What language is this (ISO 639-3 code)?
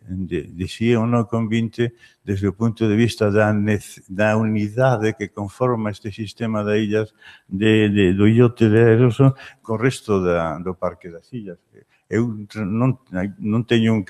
glg